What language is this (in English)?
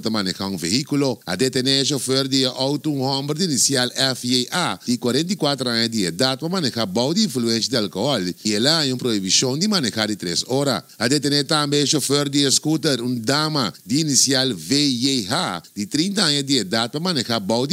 Papiamento